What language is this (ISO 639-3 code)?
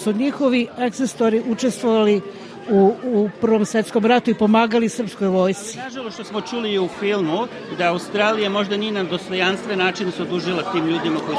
srp